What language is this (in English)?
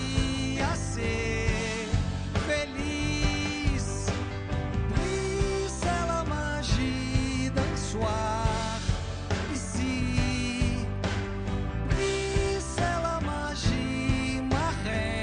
Portuguese